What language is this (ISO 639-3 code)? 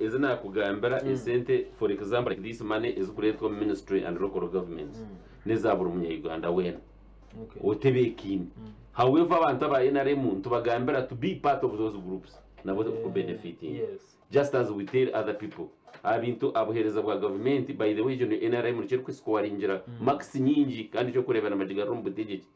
nyn